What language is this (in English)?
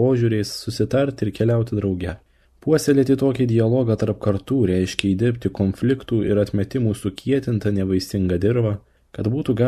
Lithuanian